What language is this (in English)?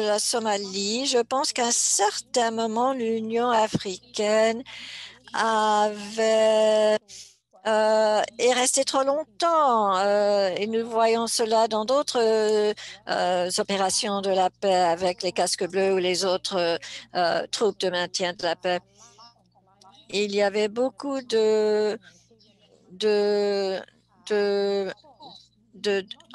French